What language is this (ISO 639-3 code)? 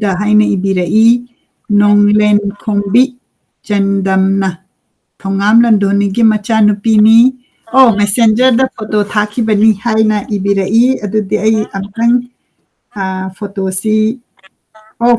mni